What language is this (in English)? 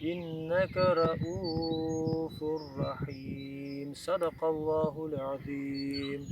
Crimean Tatar